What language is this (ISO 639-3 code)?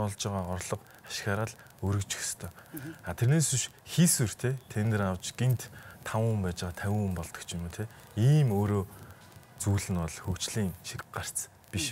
mon